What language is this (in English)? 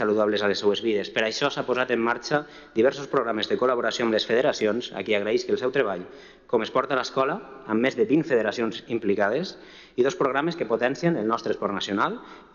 Catalan